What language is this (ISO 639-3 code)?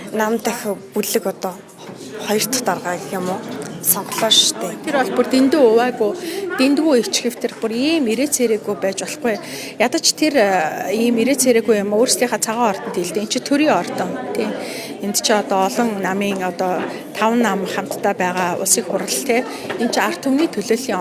mon